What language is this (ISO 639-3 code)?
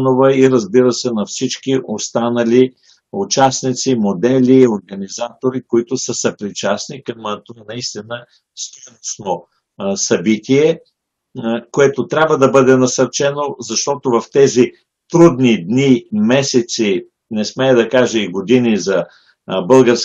bul